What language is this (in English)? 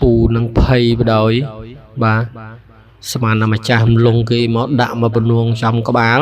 Khmer